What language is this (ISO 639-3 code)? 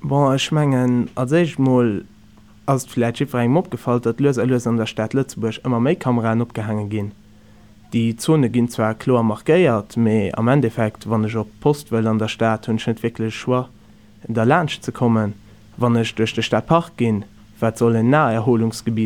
ltz